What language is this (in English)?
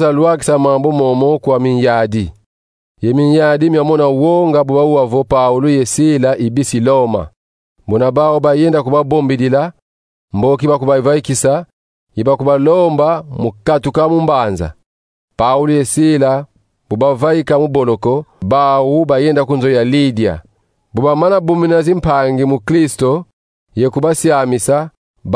Kongo